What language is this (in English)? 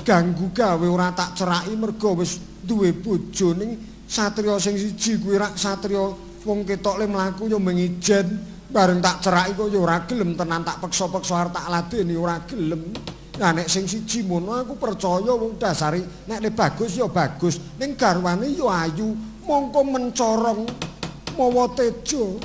Javanese